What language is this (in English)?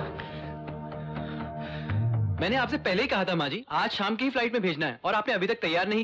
Hindi